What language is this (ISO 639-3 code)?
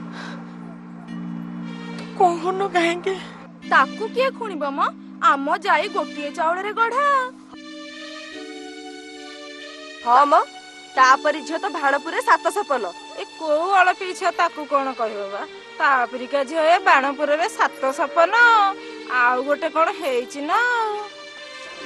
ori